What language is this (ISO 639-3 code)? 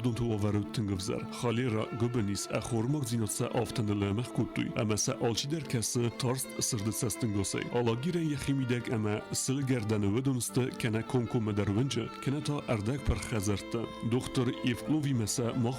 oss